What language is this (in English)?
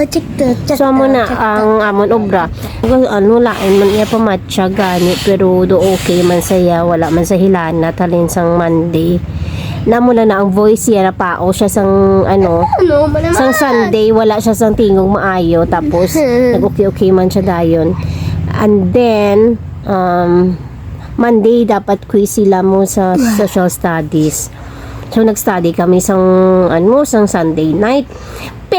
Hiligaynon